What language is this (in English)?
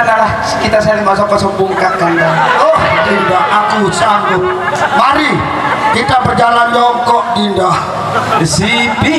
Sasak